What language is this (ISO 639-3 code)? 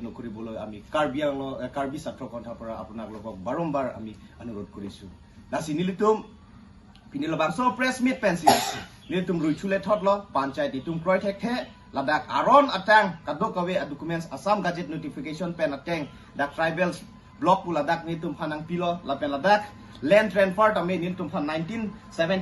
mjw